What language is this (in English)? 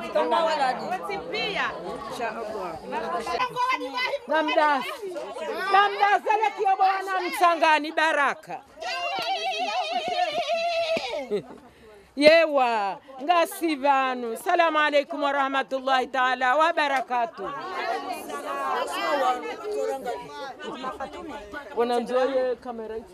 Swahili